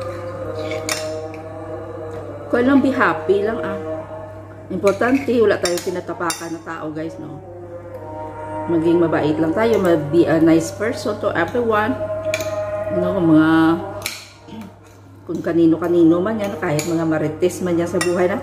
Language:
Filipino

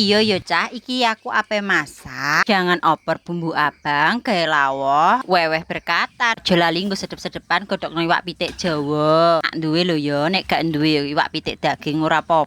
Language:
Javanese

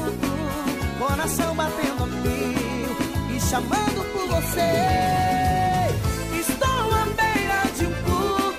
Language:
Portuguese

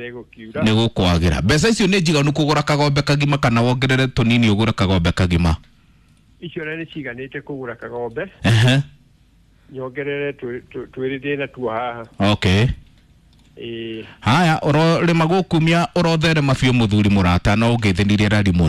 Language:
Kikuyu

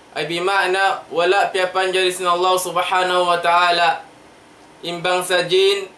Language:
Tausug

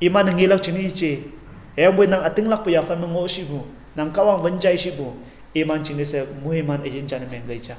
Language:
Konyak Naga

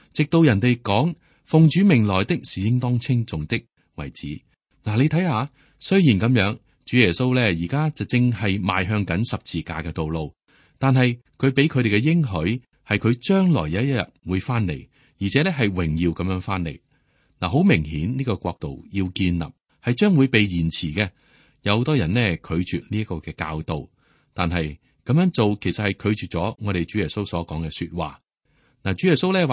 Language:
Cantonese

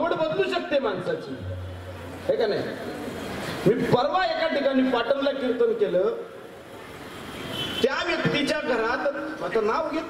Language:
Marathi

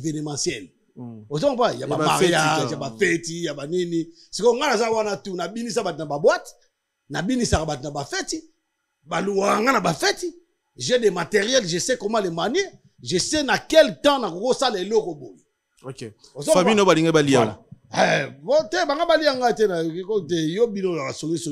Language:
Lingala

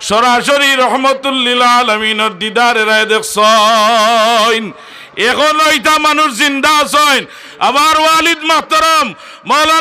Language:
Sylheti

